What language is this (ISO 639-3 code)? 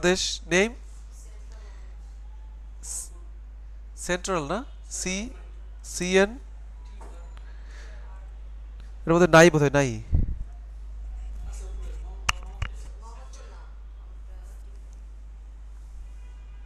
ben